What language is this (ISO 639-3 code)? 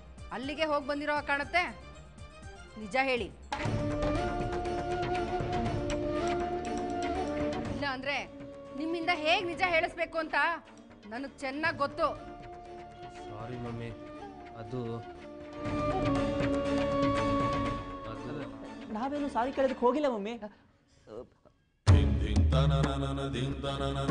kan